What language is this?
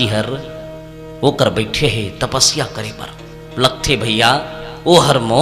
Chhattisgarhi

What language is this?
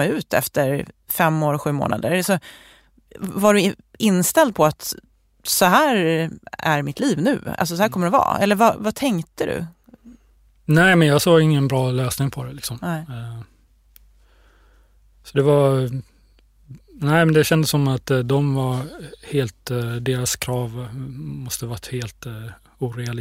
Swedish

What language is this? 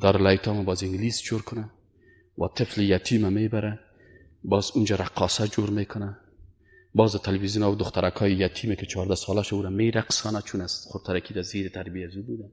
Persian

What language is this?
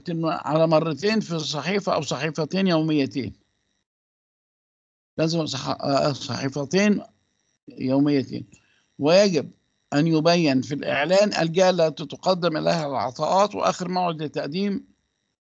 Egyptian Arabic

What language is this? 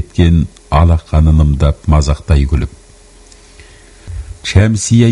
Kazakh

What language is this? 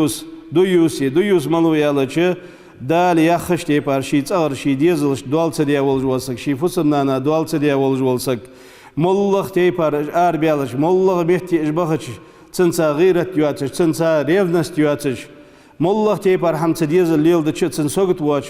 Ingush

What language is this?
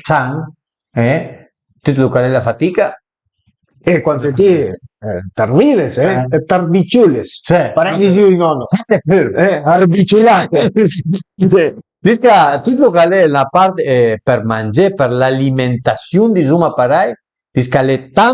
Piedmontese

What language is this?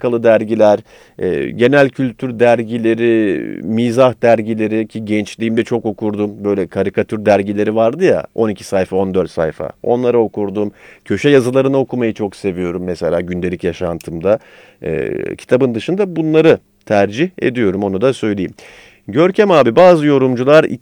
Turkish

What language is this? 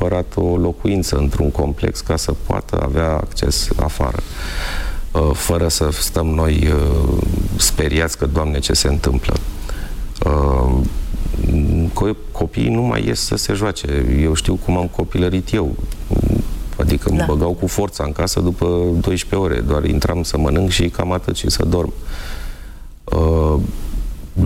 Romanian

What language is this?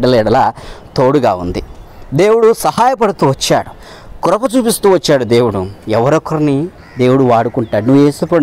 Telugu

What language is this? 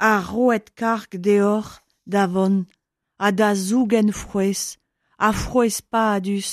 Breton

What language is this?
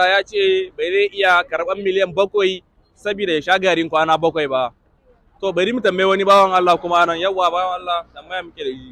Hausa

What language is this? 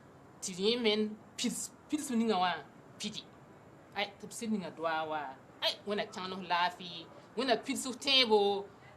Mossi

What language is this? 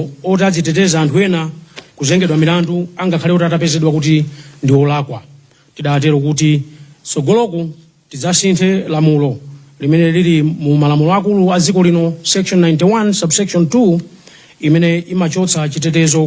Nyanja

